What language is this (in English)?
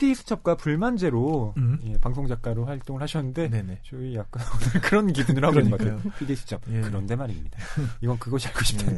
Korean